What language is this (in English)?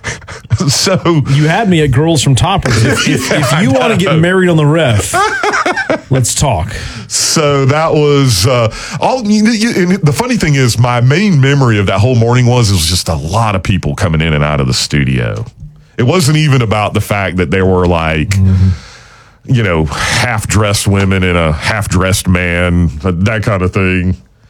English